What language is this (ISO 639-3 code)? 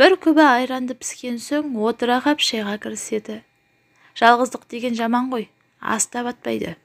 kaz